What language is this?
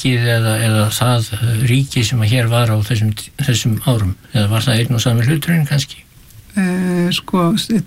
Icelandic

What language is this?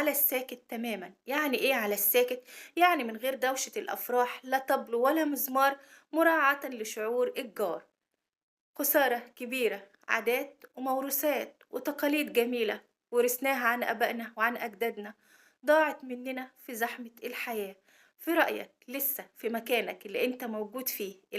Egyptian Arabic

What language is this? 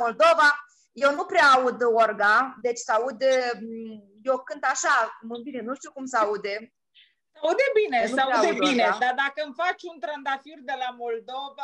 Romanian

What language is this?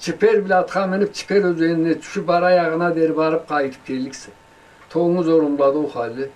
Karachay-Balkar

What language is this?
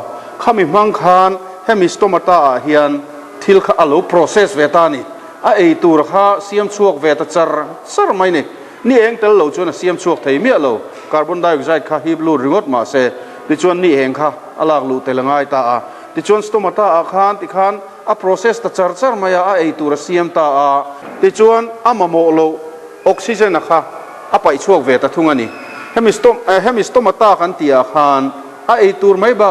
Mizo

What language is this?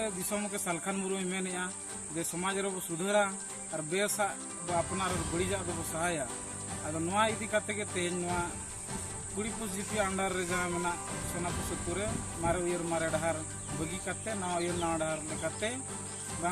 Santali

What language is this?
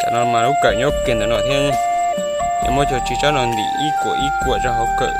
Hmong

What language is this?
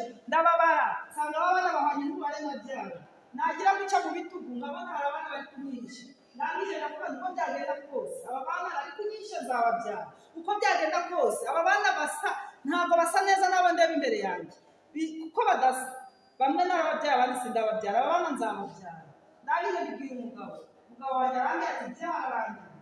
Kinyarwanda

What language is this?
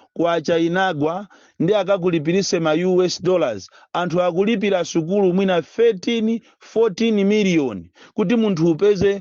Nyanja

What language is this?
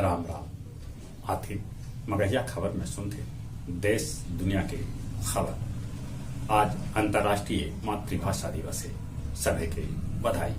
Magahi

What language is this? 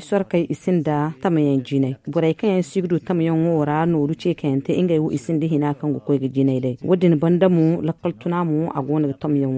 Zarma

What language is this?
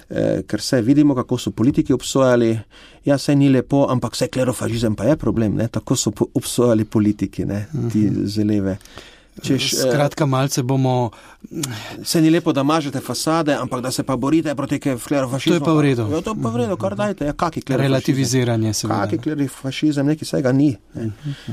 Slovenian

